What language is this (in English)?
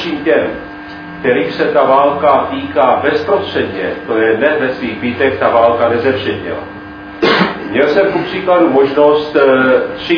Czech